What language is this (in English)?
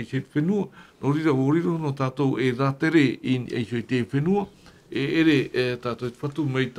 Tahitian